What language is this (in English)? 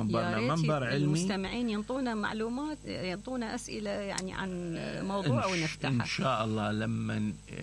Mesopotamian Arabic